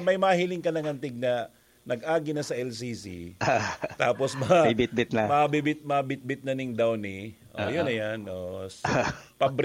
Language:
Bikol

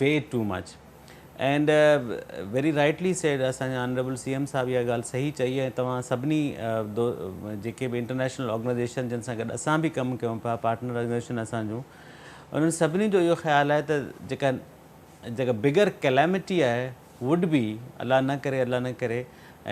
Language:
Sindhi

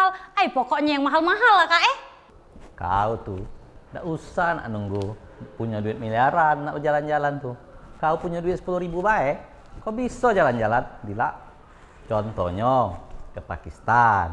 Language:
Musi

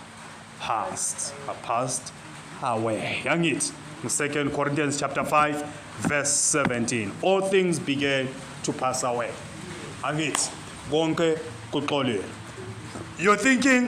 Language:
Zulu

